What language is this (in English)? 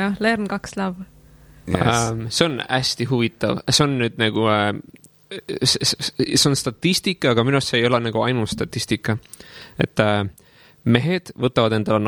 Estonian